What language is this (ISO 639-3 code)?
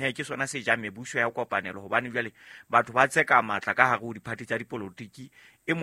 sot